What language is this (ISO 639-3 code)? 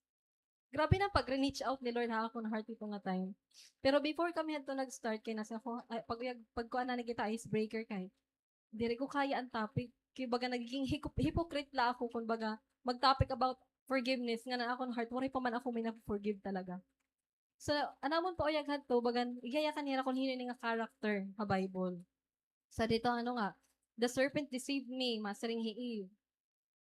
war